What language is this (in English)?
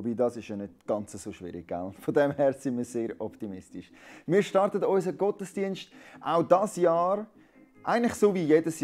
Swiss German